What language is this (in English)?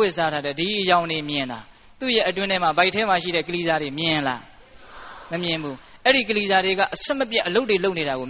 Burmese